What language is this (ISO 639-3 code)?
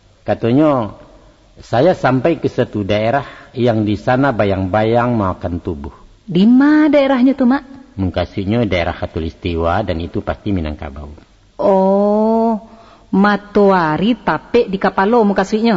min